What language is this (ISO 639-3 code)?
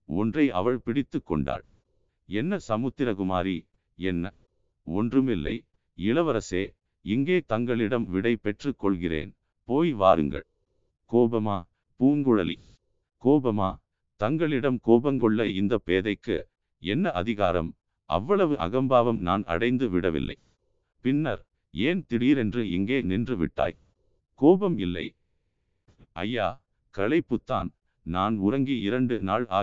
tam